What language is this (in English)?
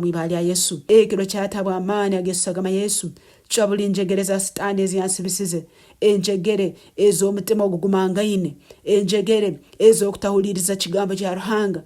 Nyankole